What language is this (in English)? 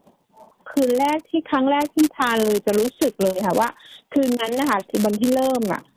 Thai